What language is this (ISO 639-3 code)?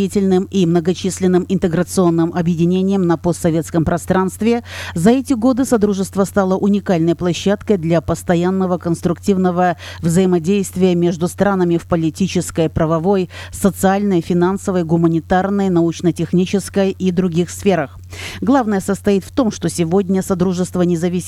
rus